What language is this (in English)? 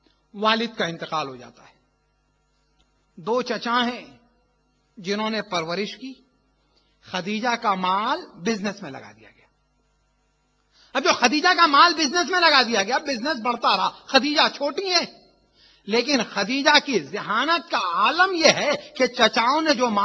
Urdu